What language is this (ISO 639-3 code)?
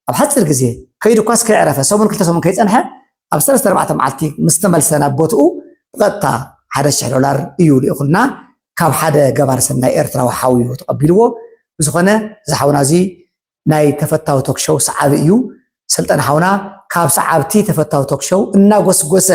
tir